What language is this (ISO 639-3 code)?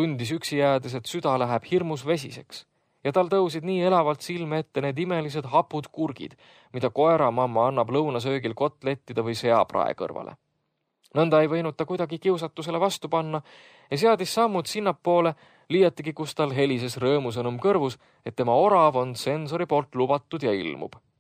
est